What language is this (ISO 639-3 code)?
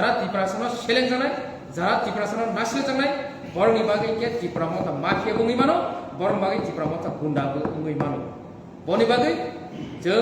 trp